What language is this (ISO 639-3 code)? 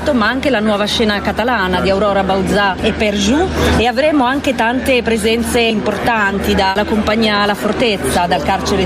ita